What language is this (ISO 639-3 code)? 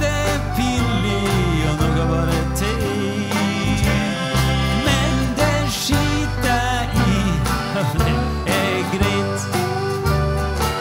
nor